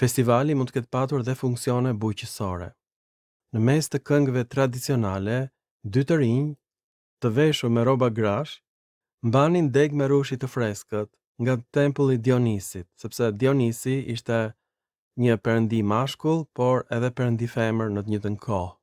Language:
Albanian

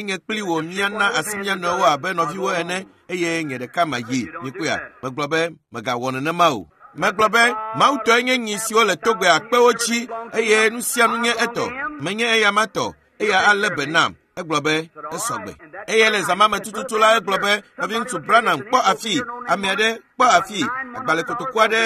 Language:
Ewe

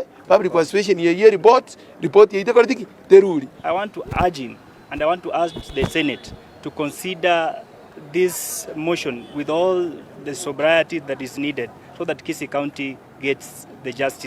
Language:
Gusii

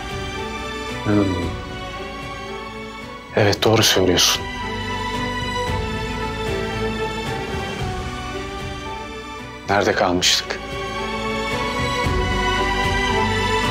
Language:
Turkish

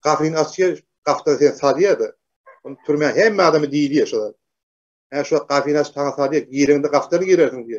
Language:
Turkmen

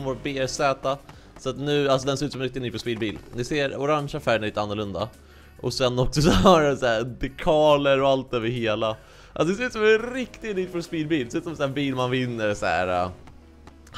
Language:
Swedish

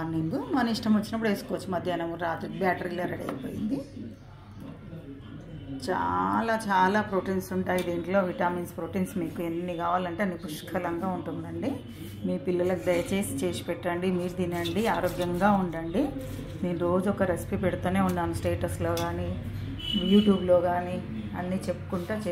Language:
Telugu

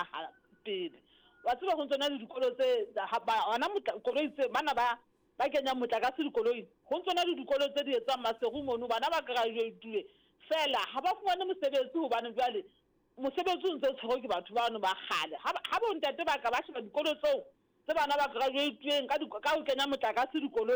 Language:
Southern Sotho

